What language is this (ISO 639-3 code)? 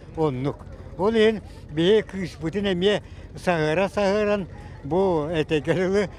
sah